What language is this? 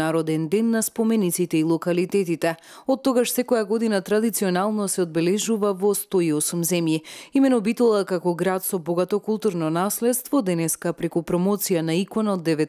Macedonian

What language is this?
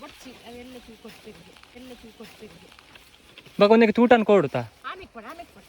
Tulu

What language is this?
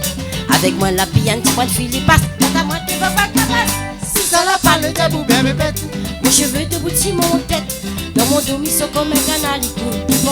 Réunion Creole French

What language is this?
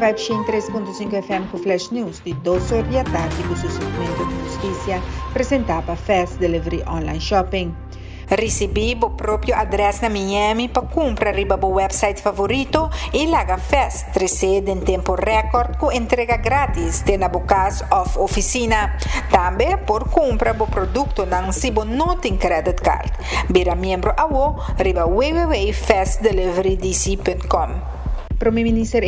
Papiamento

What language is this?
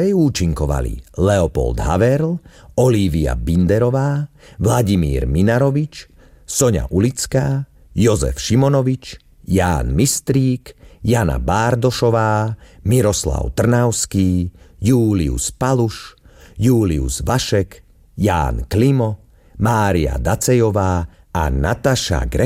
Slovak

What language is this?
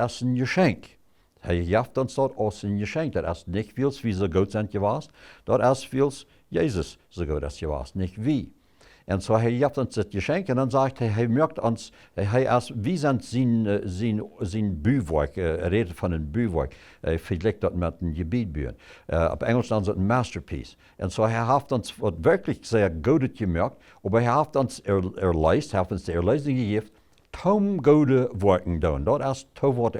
Plautdietsch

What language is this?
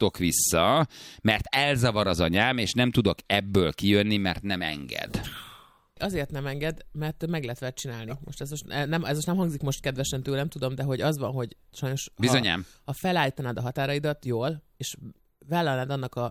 Hungarian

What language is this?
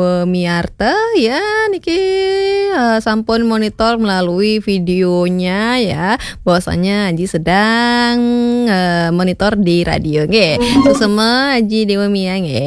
Balinese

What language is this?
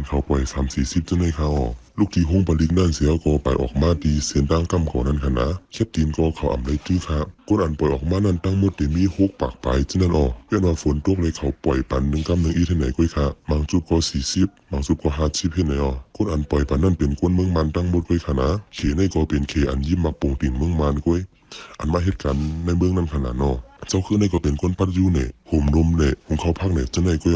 Shan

